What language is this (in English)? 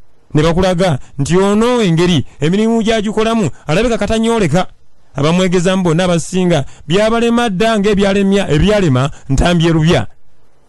Ganda